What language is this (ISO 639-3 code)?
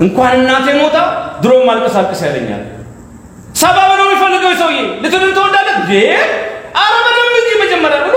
amh